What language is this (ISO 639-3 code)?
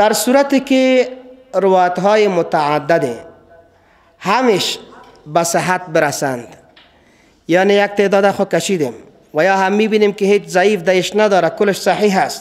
fas